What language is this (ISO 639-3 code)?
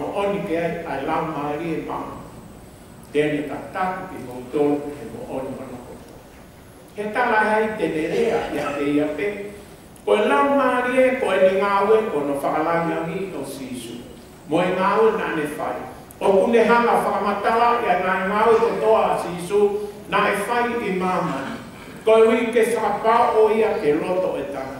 ton